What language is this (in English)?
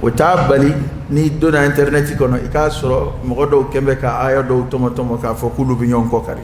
Dyula